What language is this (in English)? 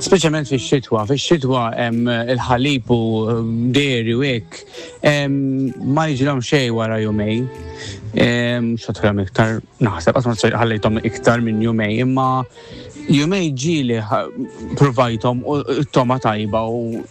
Maltese